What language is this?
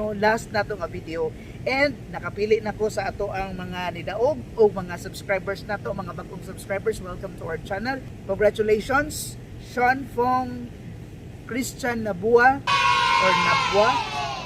Cebuano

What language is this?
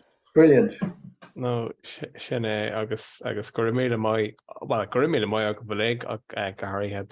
Irish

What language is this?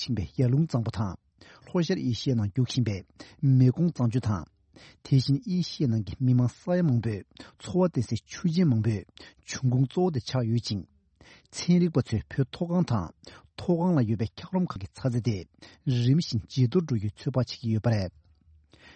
Tibetan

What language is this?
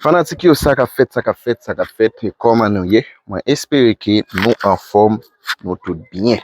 Haitian Creole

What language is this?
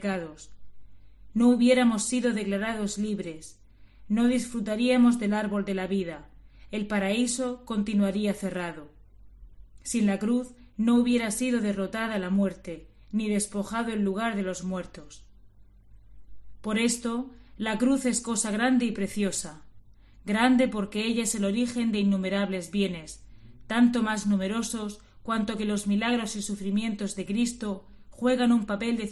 Spanish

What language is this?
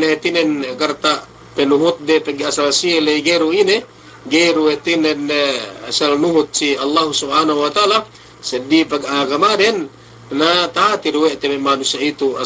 Yakan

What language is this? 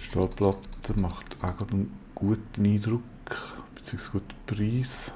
Swiss German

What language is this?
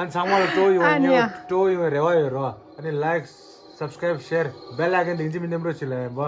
Tibetan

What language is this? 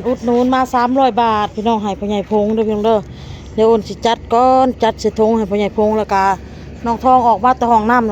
Northeastern Thai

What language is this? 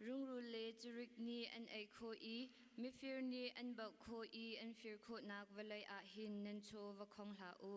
Hakha Chin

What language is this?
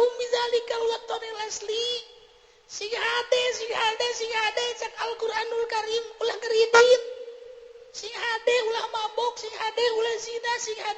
Sundanese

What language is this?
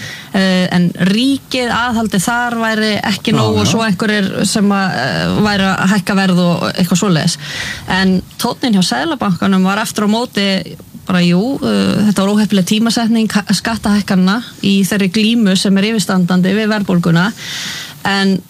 Icelandic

